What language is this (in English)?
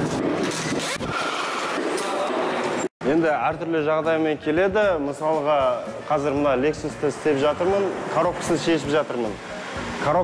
Kazakh